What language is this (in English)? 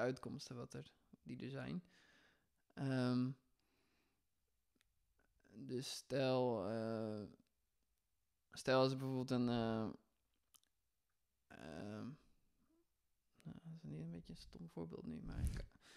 Dutch